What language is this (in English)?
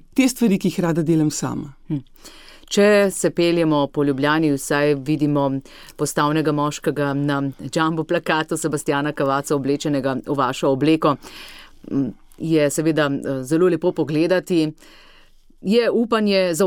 Slovenian